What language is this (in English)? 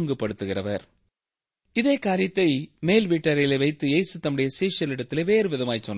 Tamil